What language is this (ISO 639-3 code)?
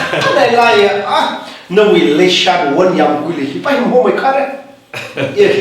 nmf